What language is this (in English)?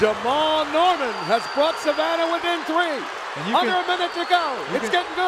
English